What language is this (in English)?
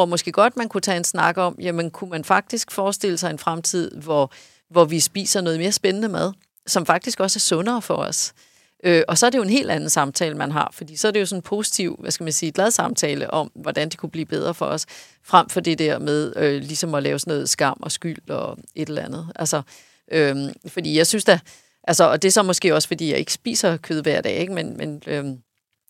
Danish